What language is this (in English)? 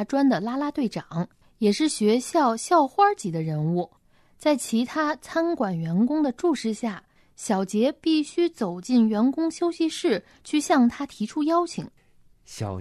Chinese